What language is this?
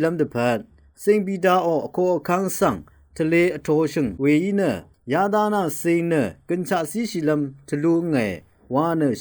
Rawang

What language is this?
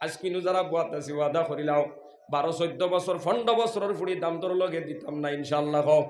Sylheti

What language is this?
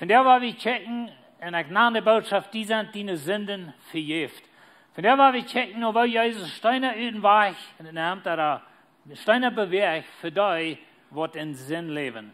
Plautdietsch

